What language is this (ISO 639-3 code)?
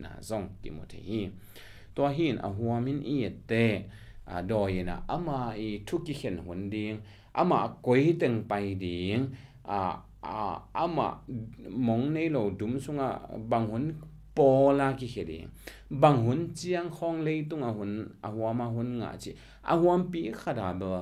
ctd